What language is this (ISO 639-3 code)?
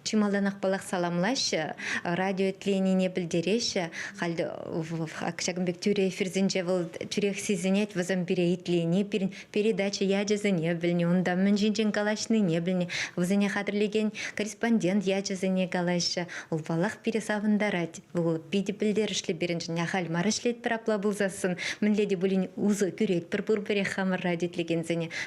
chv